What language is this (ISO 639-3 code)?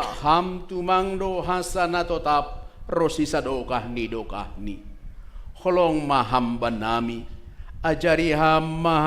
bts